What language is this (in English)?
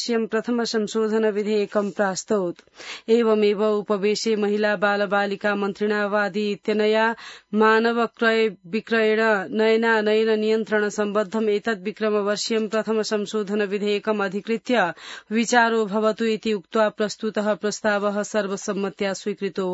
Sanskrit